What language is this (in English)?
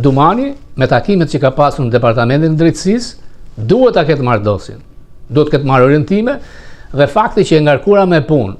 Albanian